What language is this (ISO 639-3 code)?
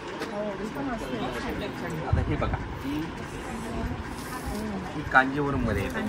mar